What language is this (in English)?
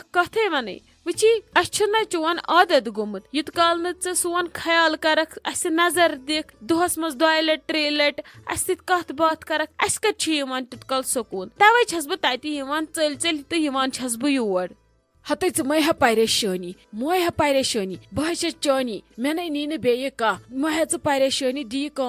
Kashmiri